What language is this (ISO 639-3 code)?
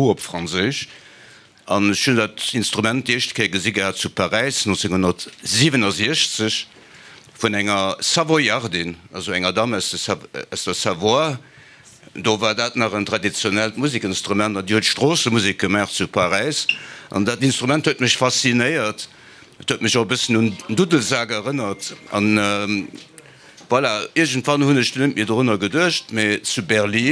ltz